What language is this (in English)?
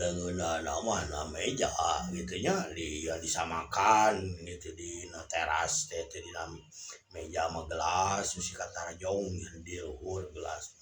Sundanese